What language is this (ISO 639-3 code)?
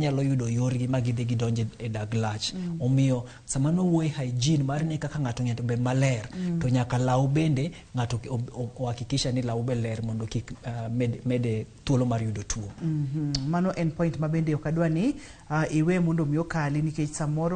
luo